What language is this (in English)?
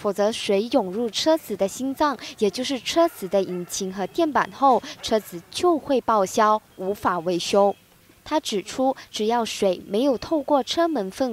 Chinese